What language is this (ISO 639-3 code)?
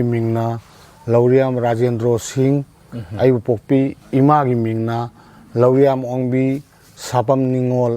mni